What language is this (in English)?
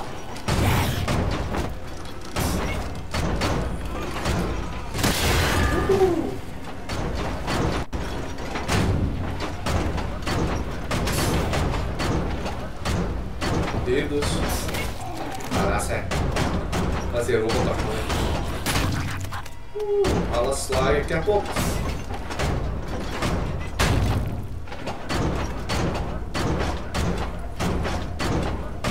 Dutch